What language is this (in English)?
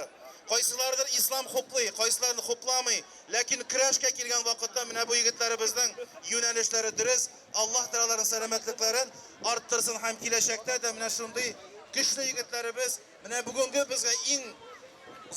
Tatar